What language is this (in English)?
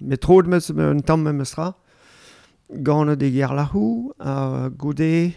Breton